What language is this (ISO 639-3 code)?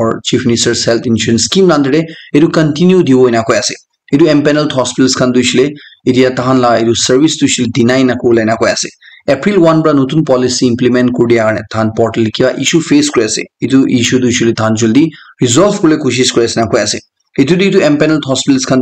nag